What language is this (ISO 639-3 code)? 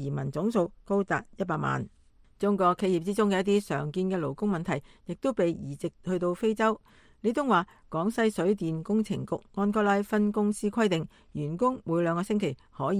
yue